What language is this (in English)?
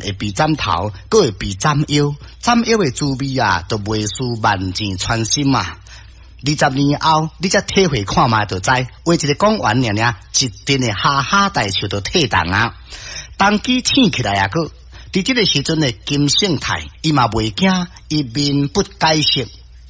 Min Nan Chinese